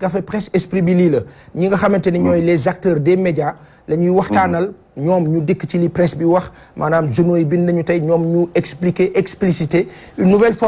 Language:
Wolof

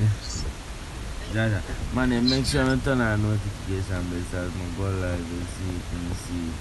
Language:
Jamaican Creole English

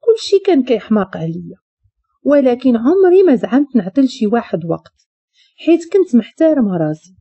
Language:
Moroccan Arabic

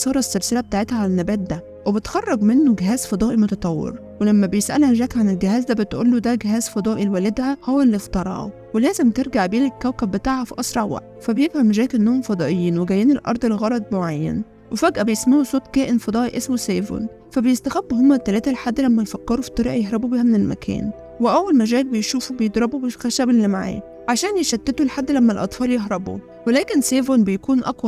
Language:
Egyptian Arabic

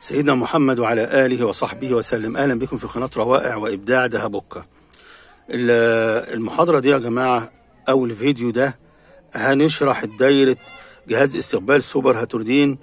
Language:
Egyptian Arabic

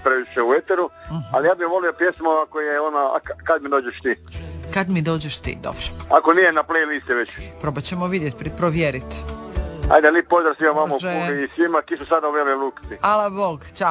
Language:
Croatian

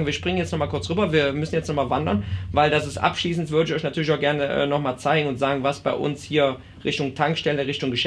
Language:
German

